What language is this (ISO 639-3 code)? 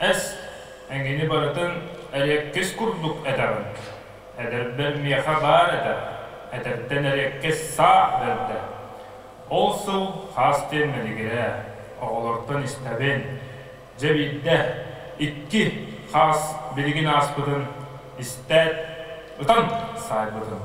sah